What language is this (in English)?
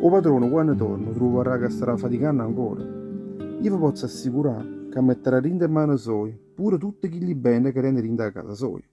Neapolitan